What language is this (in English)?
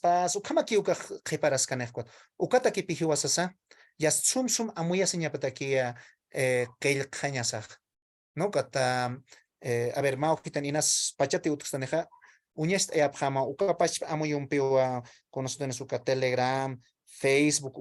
Aymara